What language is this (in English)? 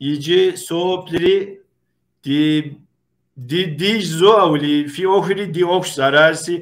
Kabardian